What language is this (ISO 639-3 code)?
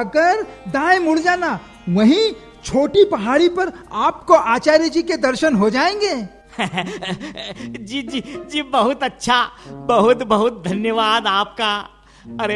hin